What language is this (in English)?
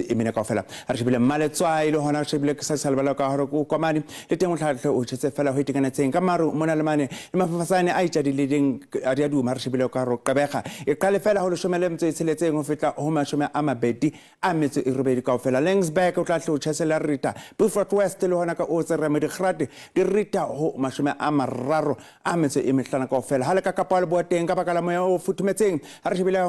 Southern Sotho